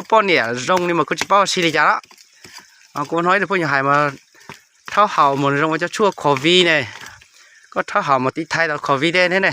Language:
Hmong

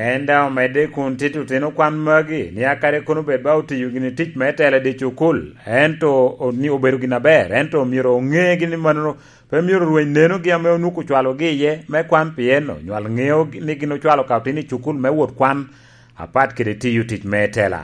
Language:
Lango (Uganda)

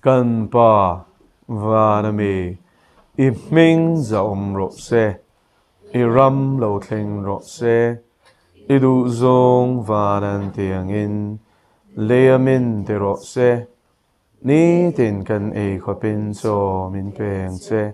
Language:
Mizo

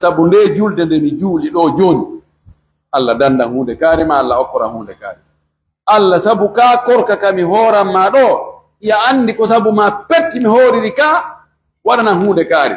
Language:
Pular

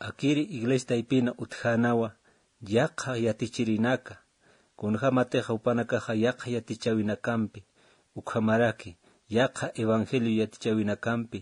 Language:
Aymara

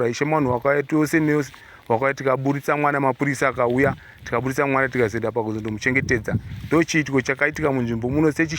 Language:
Shona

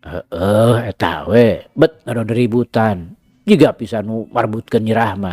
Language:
Sundanese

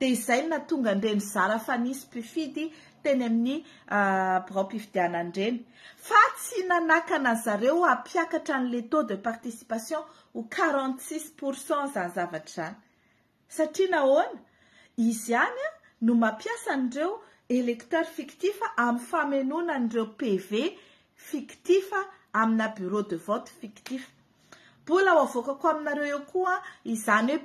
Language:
Malagasy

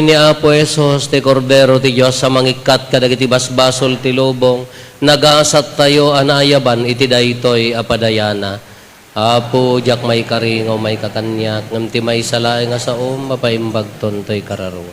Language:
Iloko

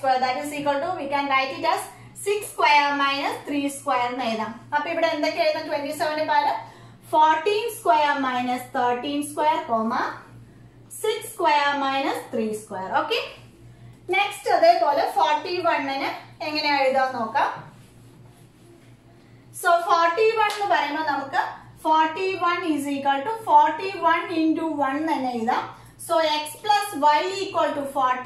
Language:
Malayalam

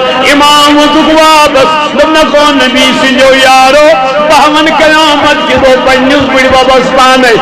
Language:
Kashmiri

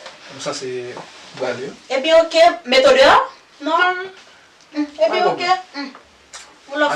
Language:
Haitian Creole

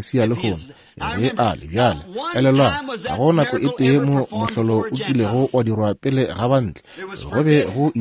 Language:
Northern Sotho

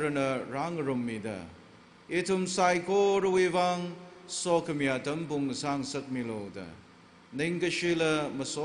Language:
Tangkhul Naga (India)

